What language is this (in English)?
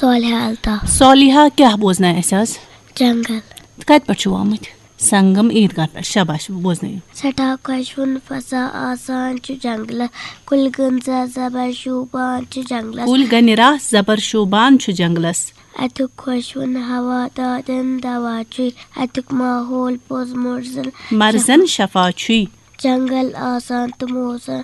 Kashmiri